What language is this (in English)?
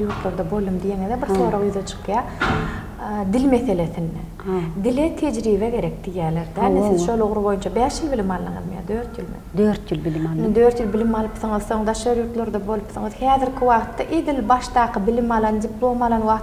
Turkmen